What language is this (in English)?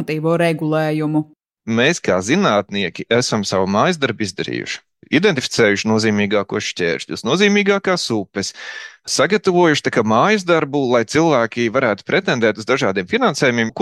Latvian